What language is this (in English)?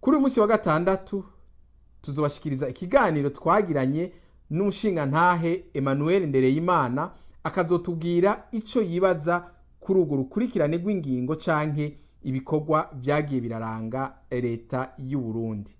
Rundi